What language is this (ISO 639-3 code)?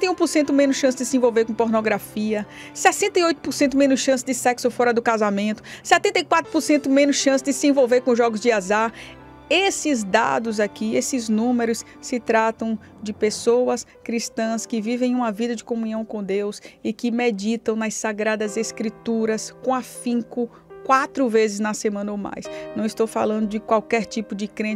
por